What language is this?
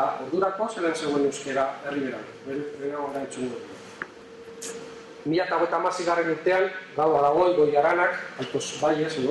Basque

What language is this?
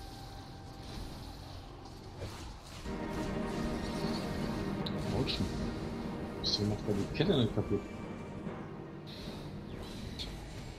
German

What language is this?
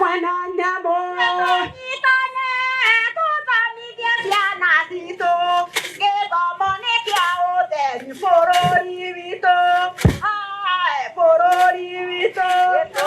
Kikuyu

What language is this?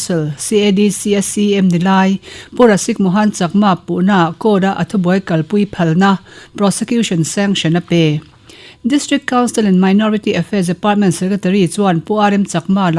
Mizo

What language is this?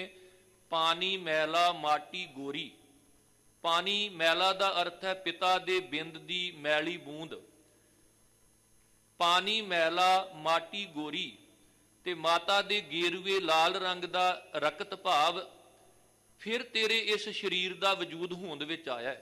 Punjabi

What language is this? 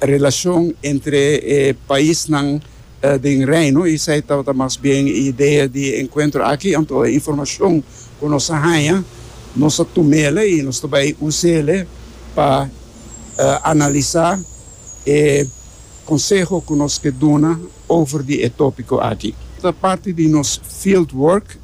Papiamento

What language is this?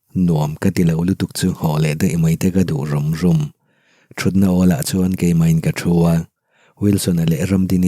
Mizo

